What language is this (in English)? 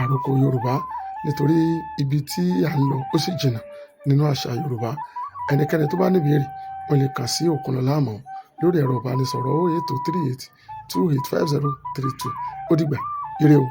Yoruba